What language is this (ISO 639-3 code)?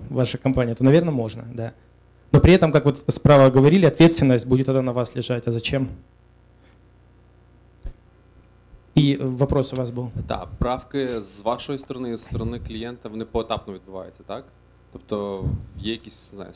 rus